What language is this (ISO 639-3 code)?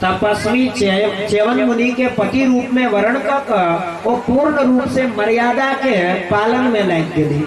mai